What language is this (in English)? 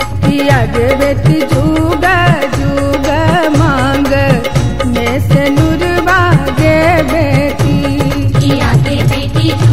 Bhojpuri